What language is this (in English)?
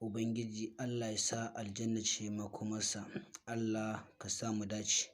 Hausa